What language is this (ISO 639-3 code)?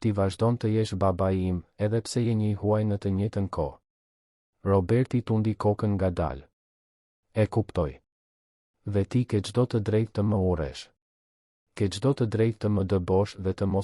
sqi